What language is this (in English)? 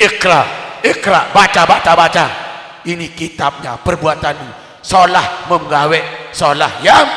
Sasak